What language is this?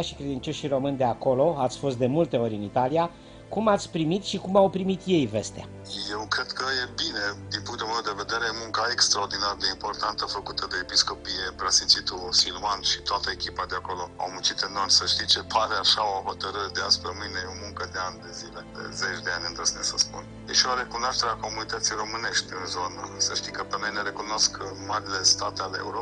Romanian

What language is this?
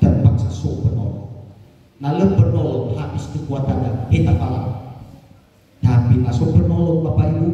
Nias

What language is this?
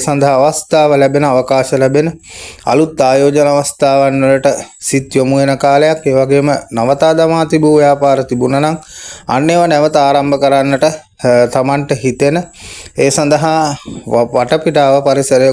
Sinhala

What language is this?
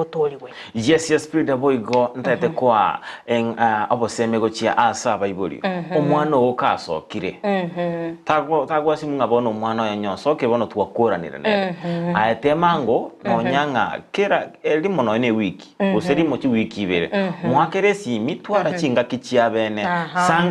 Gusii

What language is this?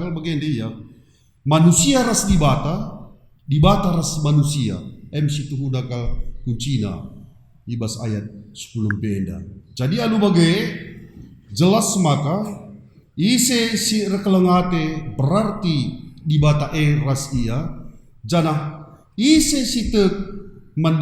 Batak Karo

